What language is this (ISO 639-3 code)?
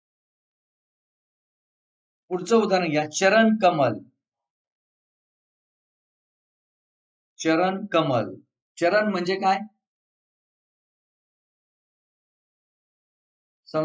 mar